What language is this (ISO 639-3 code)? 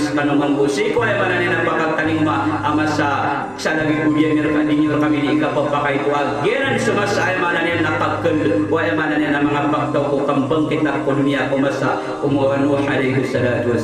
mrw